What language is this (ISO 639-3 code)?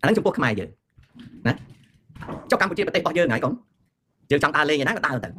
khm